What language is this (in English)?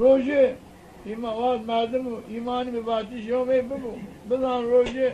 Zaza